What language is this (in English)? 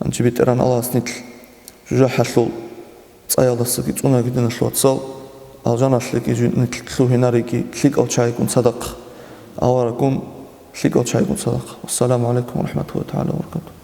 Avaric